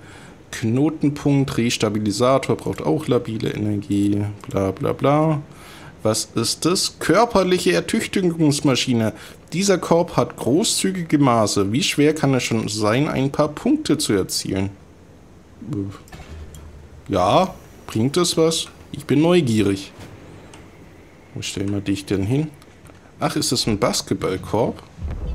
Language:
German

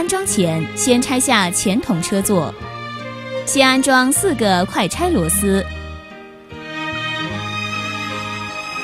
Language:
Chinese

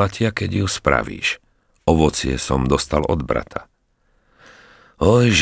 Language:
Slovak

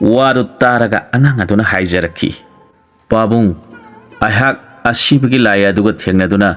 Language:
Manipuri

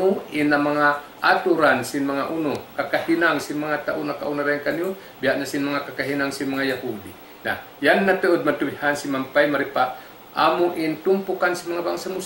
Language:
Tausug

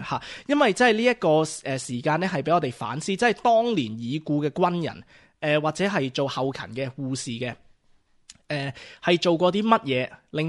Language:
Cantonese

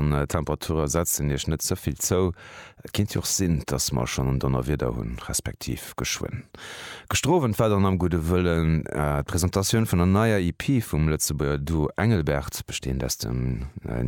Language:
Luxembourgish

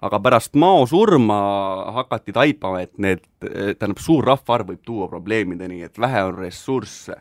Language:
Estonian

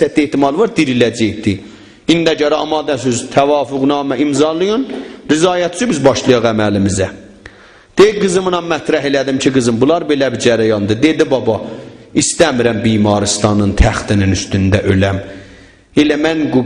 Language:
South Azerbaijani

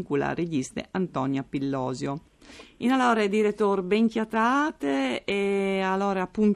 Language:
Friulian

